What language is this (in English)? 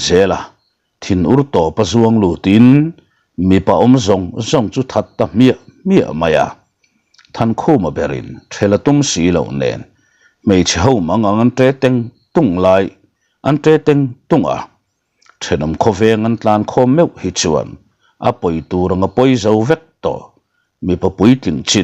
Mizo